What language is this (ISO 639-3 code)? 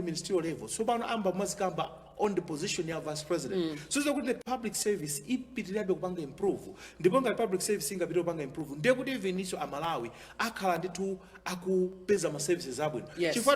nya